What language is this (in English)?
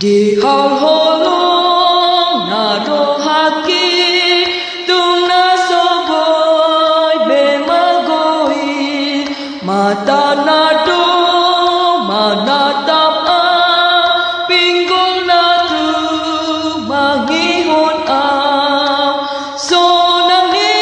Batak Toba